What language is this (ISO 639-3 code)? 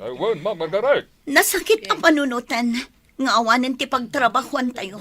ilo